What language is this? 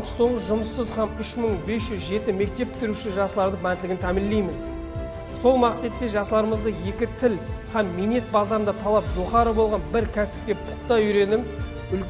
Kara-Kalpak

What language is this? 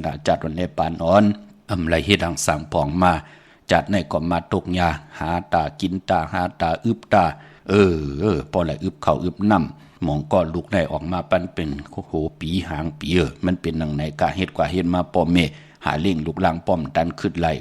Shan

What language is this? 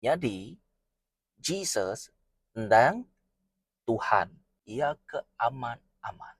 Iban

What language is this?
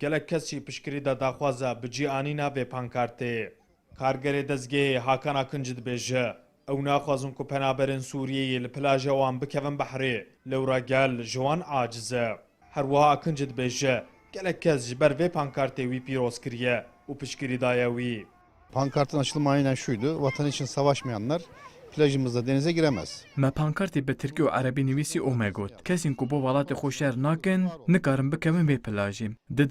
Kurdish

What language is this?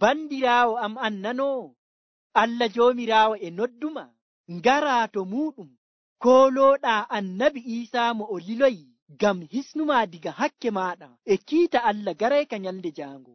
Nigerian Fulfulde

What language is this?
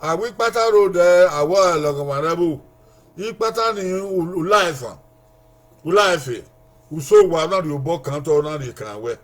Bini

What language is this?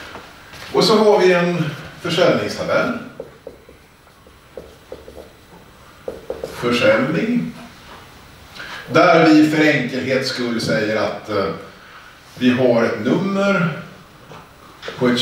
Swedish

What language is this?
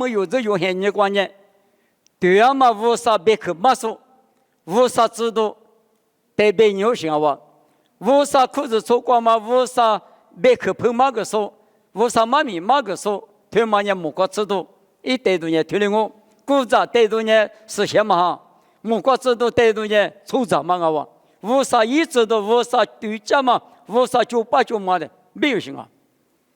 Lisu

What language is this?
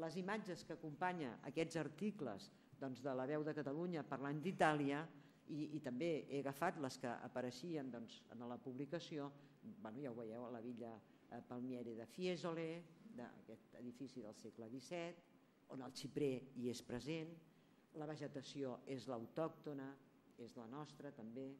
Catalan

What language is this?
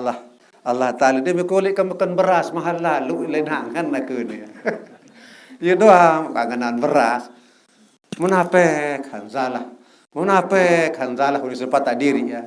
Sasak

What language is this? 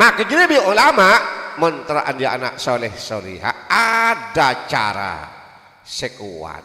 Madurese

